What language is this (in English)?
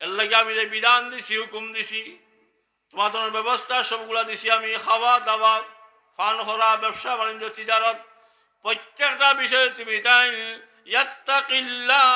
Sylheti